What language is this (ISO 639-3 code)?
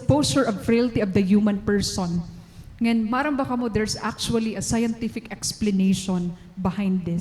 war